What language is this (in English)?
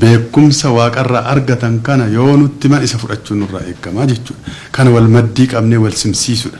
Oromo